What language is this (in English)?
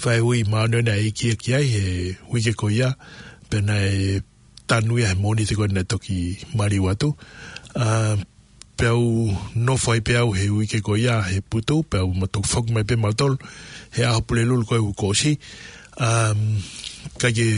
Tongan